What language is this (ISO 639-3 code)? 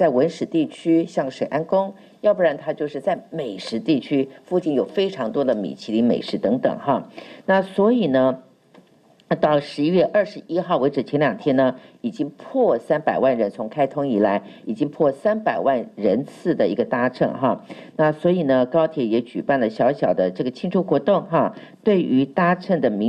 zho